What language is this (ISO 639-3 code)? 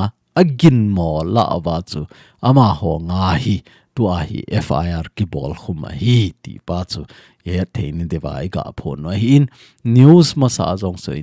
tcz